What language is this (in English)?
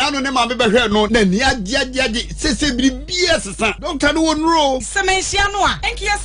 Akan